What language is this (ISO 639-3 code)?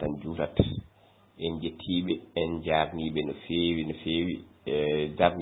ful